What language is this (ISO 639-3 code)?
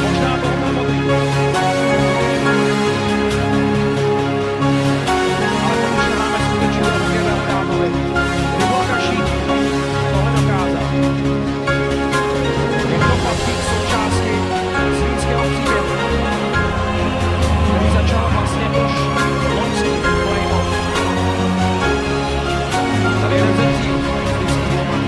ces